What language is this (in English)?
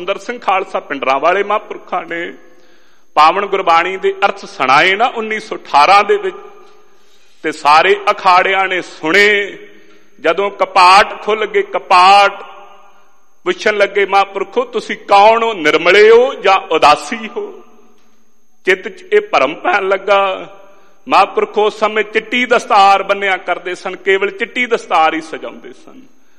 Punjabi